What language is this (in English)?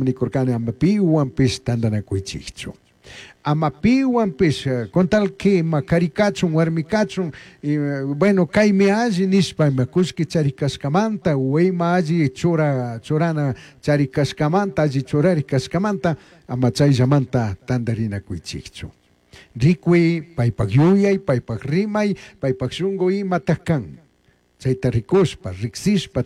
Chimborazo Highland Quichua